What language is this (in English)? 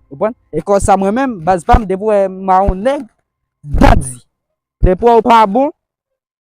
Haitian Creole